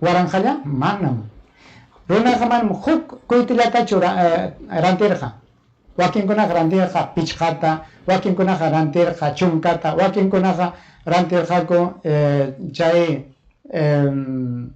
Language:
Ayacucho Quechua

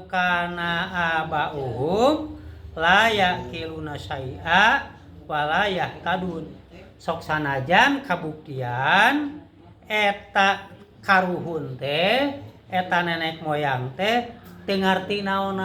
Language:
Sundanese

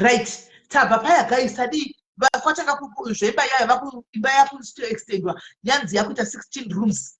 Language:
Shona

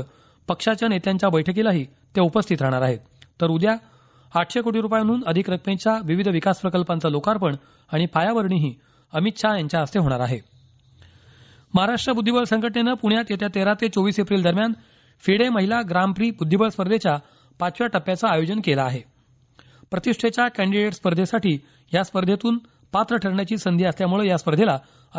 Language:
Marathi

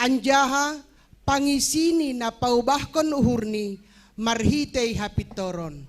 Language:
Batak Simalungun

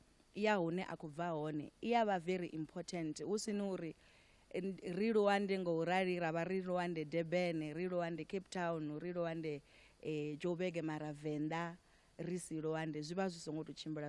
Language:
Venda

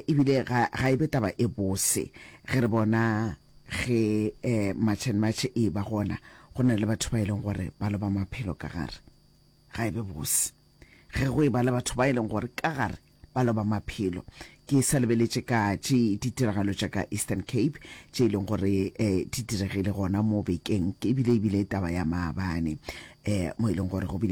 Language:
Northern Sotho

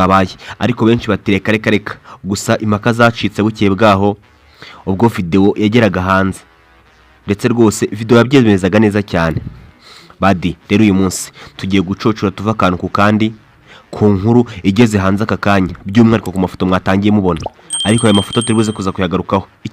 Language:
Kinyarwanda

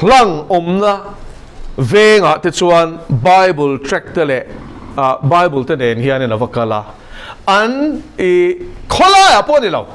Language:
Mizo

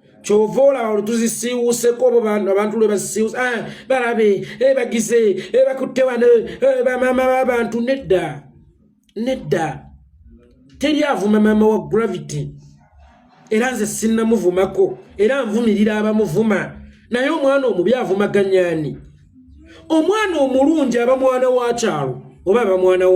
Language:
Ganda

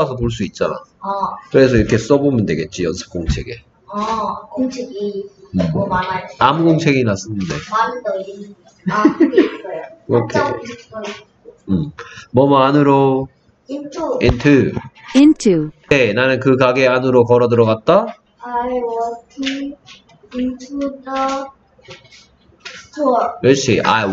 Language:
Korean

